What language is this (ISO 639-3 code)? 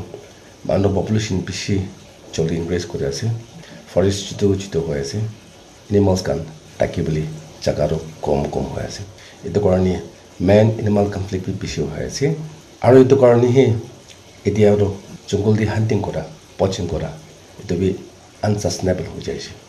nag